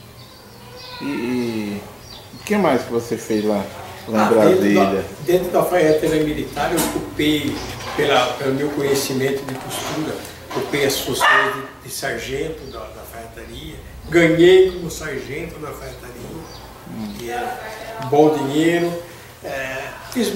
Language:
Portuguese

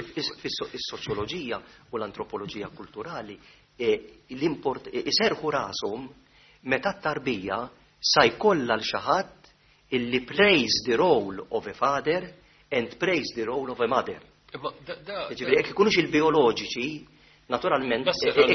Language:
Maltese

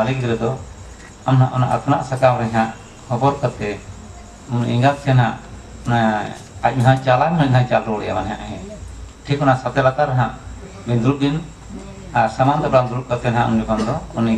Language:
Santali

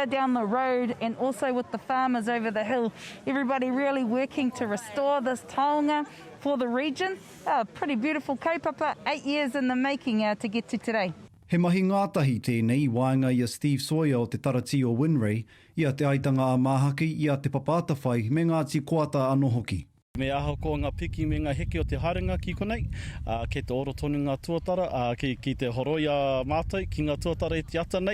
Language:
Māori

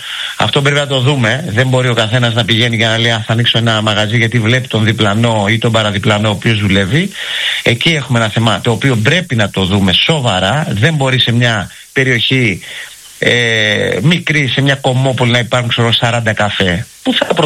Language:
Greek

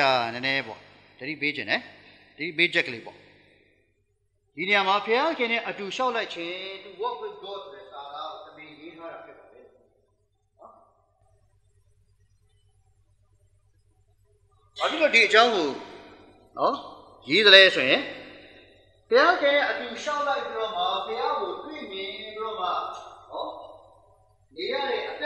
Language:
Burmese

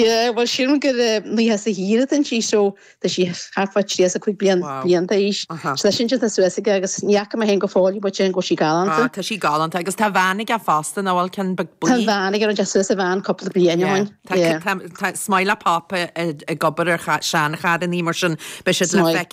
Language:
Irish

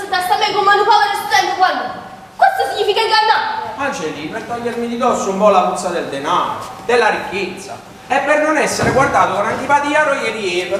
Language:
Neapolitan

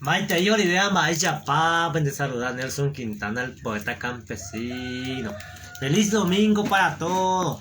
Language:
Guarani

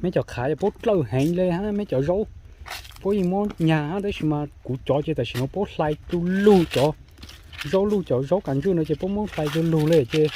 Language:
Hmong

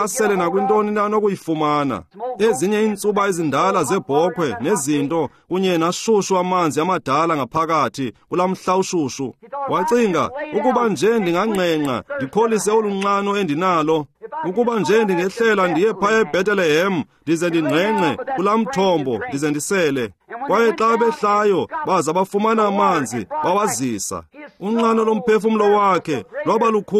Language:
Xhosa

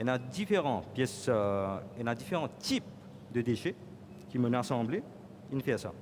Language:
Morisyen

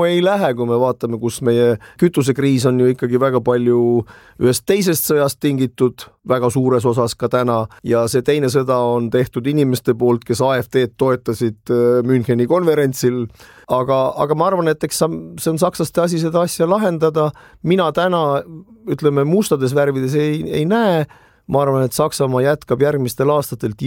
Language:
Estonian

